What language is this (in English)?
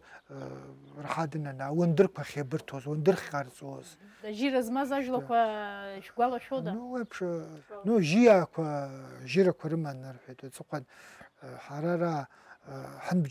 Abkhazian